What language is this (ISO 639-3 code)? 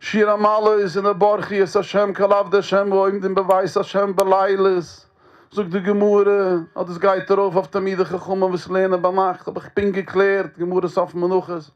yid